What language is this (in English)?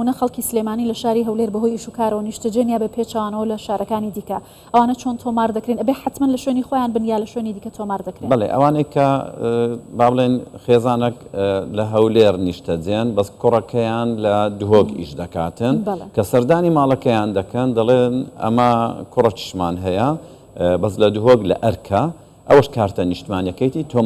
Central Kurdish